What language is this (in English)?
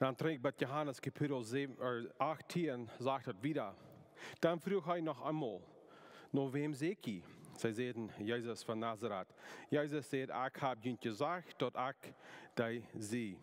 Plautdietsch